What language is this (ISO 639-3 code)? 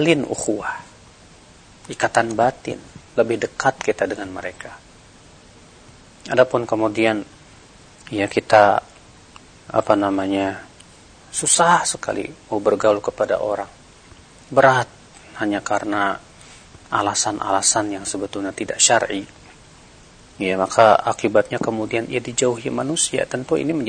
ind